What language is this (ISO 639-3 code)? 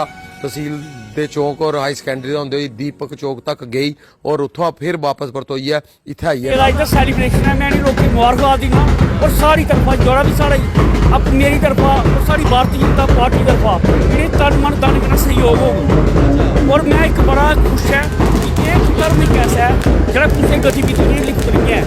doi